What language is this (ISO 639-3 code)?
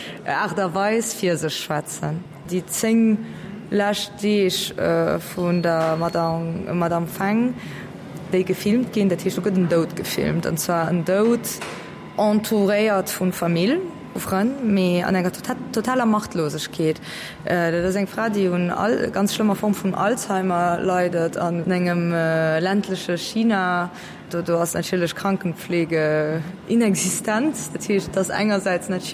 ltz